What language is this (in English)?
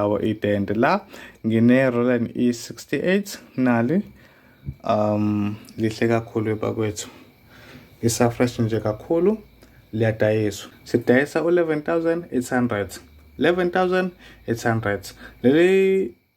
Zulu